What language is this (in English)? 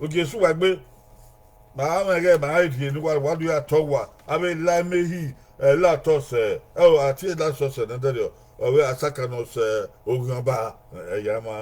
Bini